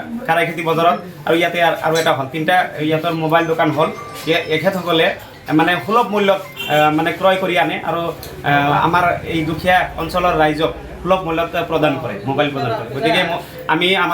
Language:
Assamese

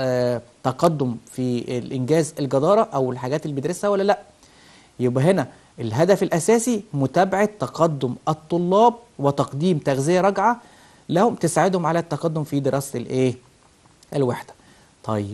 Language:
Egyptian Arabic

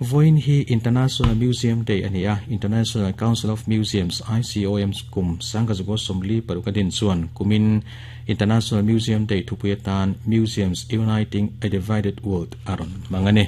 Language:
Mizo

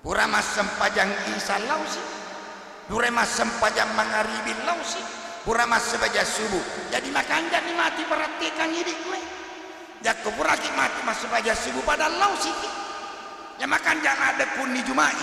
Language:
Buginese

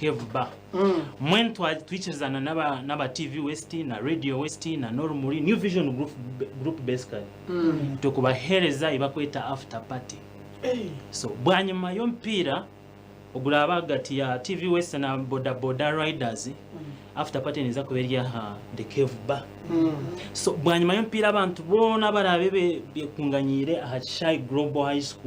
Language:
Nyankole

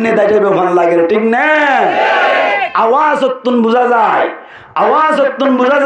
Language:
Rohingya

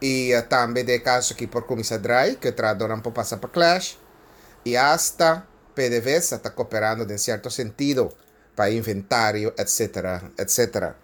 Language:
Papiamento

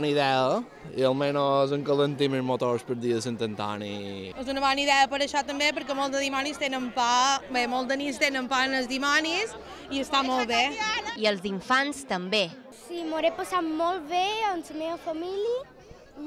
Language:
Catalan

